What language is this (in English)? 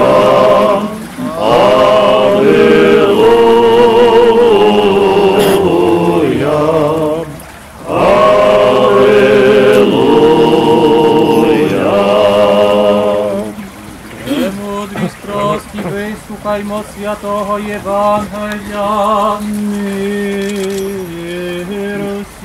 Ukrainian